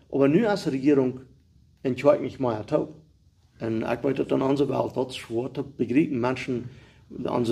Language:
Plautdietsch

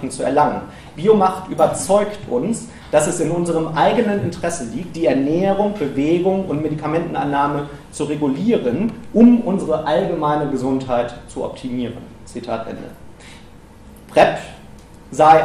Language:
German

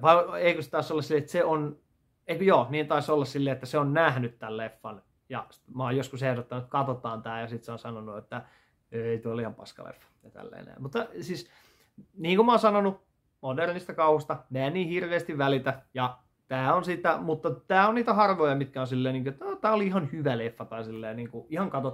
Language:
Finnish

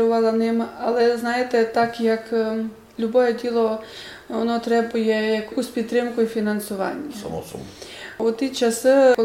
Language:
Rusyn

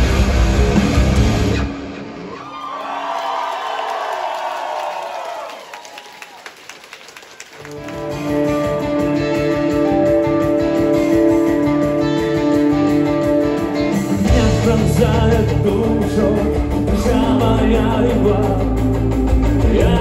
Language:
Russian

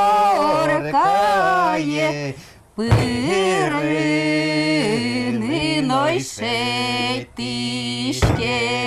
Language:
Udmurt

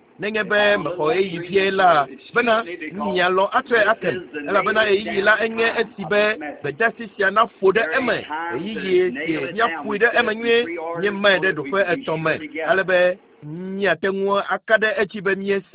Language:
Ewe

